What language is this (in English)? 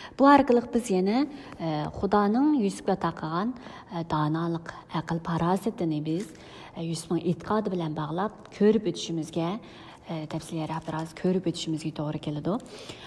Uyghur